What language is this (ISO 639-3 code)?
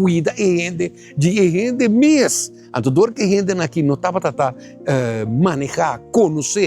pap